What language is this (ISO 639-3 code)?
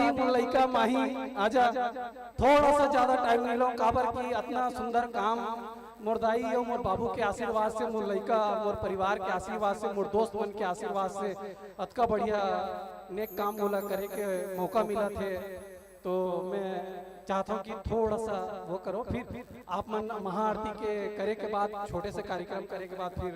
hne